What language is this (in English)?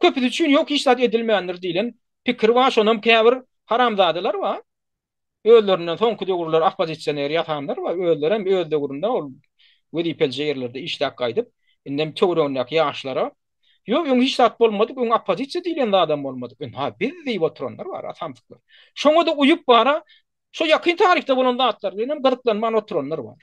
Turkmen